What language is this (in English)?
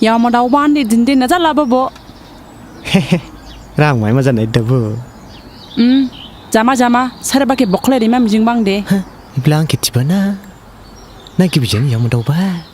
Dimasa